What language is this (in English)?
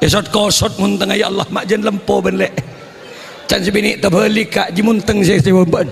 Madurese